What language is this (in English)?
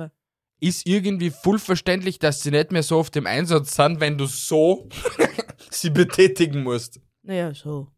German